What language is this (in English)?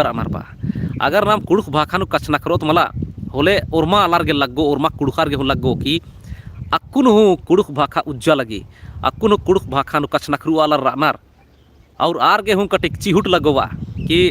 Kurukh